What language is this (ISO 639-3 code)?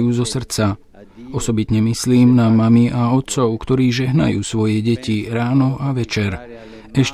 slk